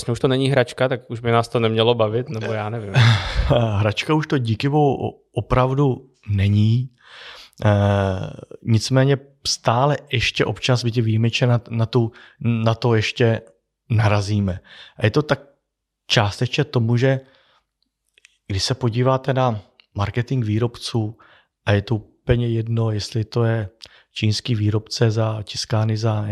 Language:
Czech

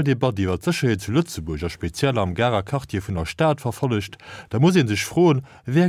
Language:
Luxembourgish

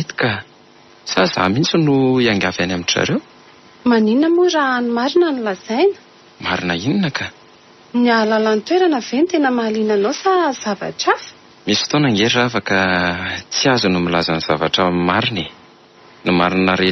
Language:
Malagasy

